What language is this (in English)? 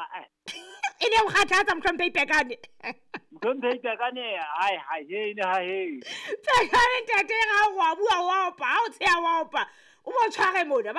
Southern Sotho